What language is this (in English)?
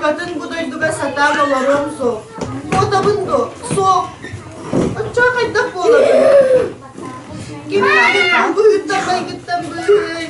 Yakut